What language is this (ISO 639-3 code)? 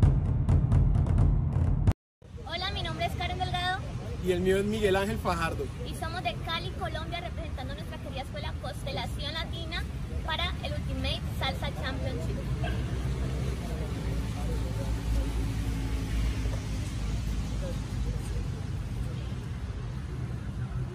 spa